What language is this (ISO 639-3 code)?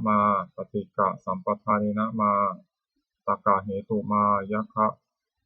pli